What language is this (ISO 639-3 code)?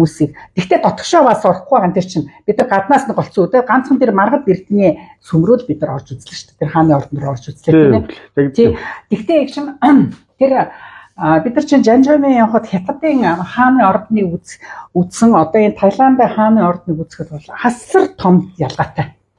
mon